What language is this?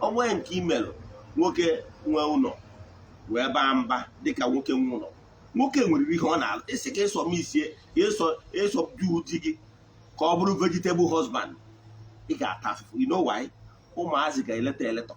Igbo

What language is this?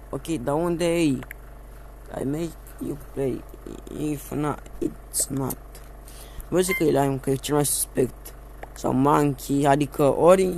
Romanian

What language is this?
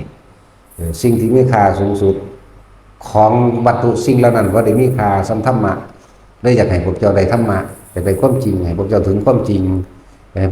Northeastern Thai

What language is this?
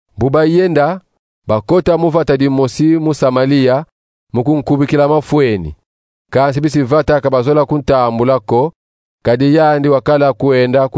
Kongo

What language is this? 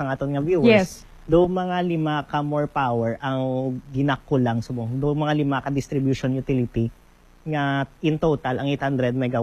Hiligaynon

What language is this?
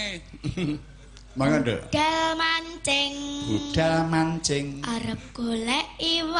Javanese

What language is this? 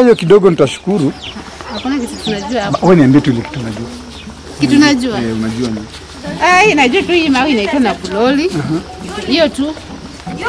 Swahili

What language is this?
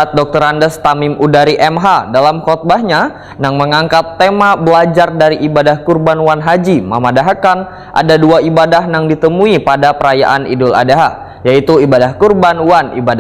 Banjar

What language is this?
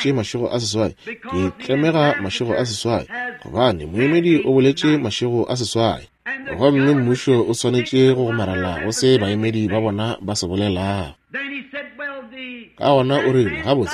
Northern Sotho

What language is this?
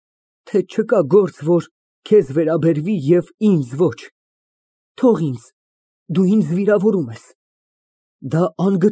Armenian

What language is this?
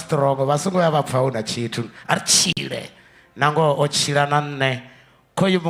Venda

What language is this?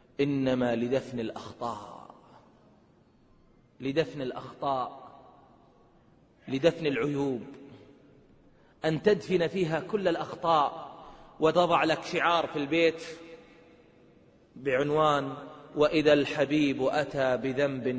Arabic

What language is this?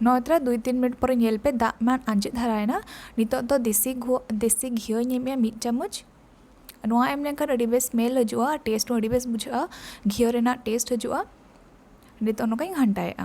Santali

